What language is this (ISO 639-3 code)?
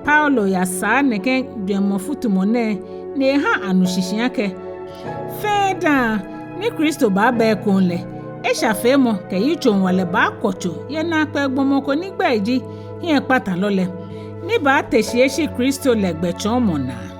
gaa